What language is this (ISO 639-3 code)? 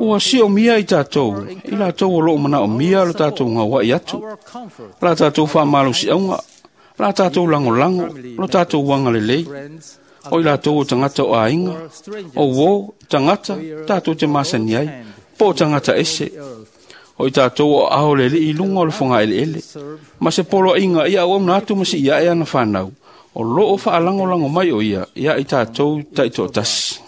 smo